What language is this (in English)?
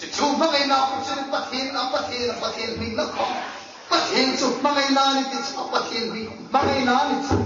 Hmar